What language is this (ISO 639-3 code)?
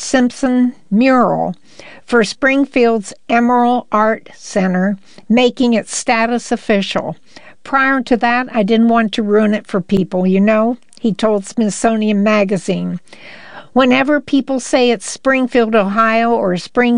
eng